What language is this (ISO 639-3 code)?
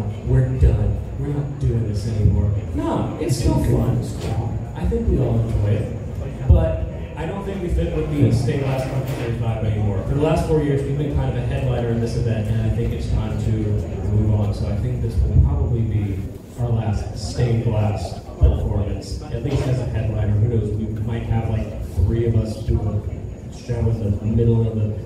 eng